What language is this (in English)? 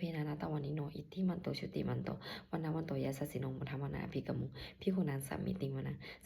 Pali